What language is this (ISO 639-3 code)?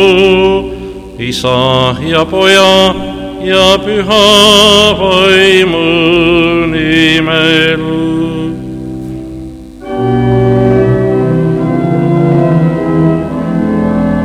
est